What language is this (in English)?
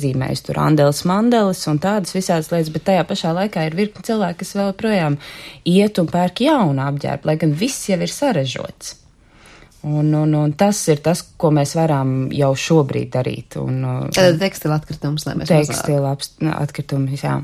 Latvian